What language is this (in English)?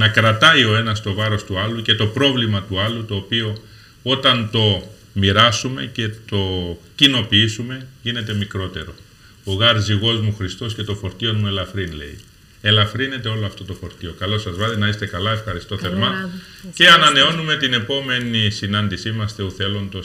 Greek